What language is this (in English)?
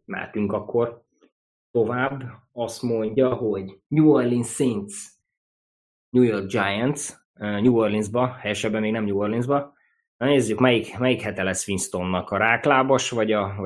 Hungarian